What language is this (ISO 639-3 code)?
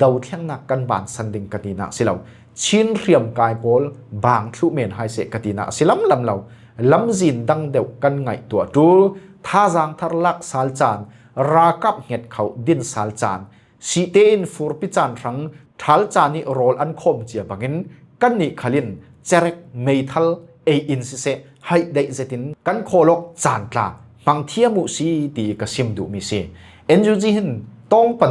cfm